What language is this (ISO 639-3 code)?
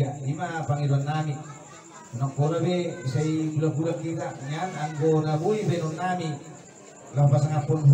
bbc